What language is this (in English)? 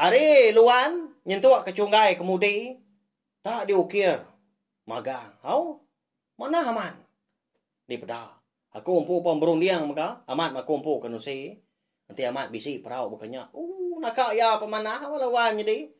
Iban